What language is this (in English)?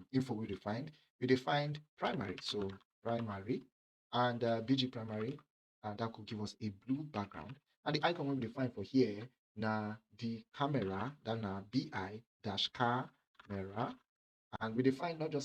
Nigerian Pidgin